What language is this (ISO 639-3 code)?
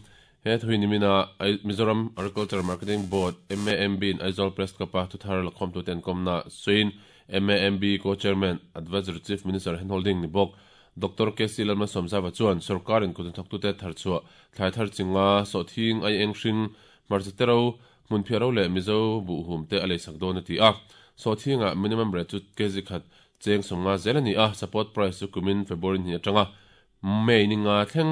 lus